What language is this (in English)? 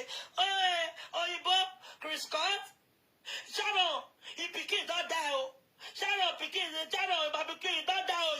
Nigerian Pidgin